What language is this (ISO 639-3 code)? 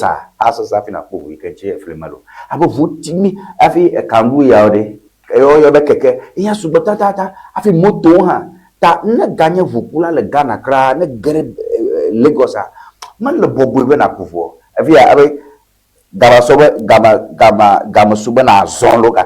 ewe